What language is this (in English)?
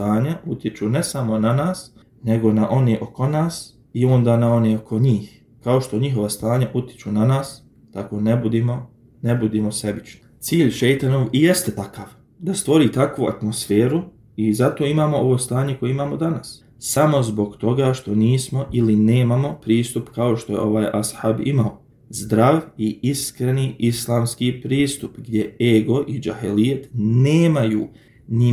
Bosnian